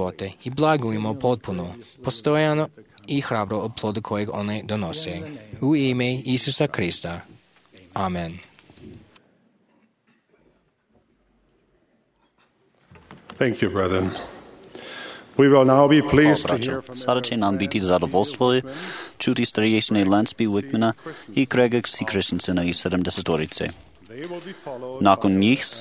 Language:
Croatian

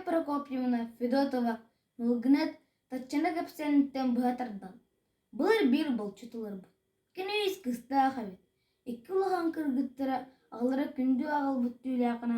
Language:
Yakut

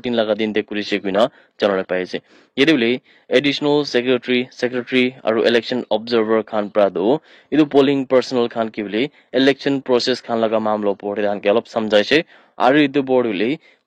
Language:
Naga Pidgin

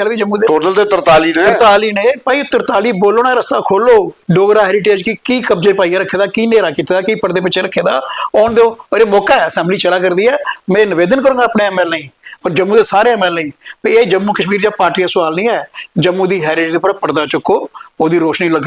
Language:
Dogri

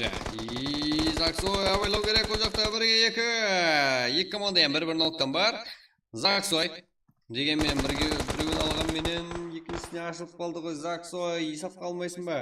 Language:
Kara-Kalpak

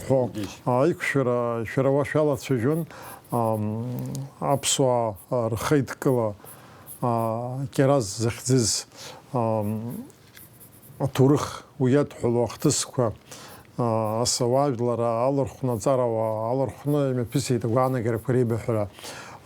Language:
Abkhazian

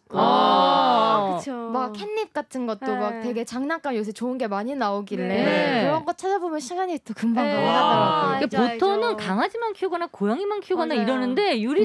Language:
Korean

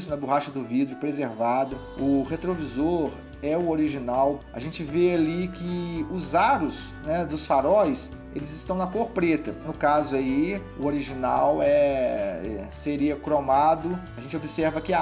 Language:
Portuguese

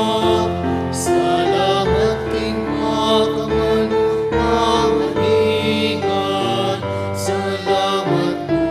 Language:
Pampanga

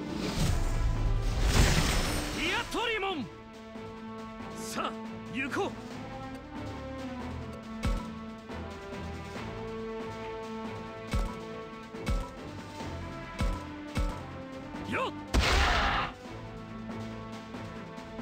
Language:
Japanese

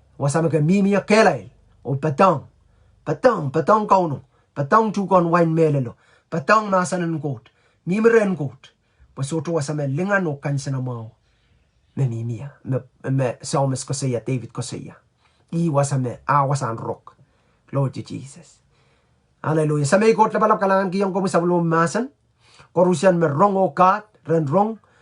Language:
Pohnpeian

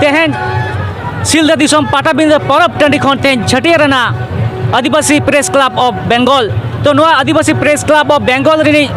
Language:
Santali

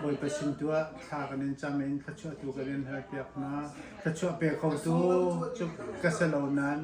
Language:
Hakha Chin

